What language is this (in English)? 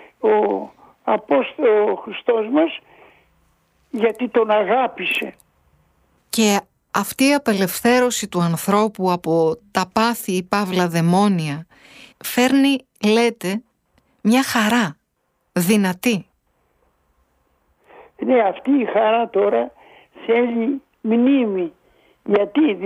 Greek